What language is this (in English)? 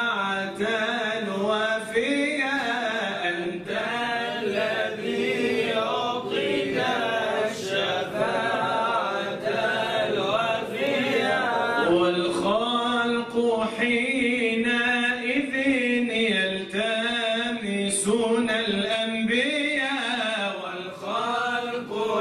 Arabic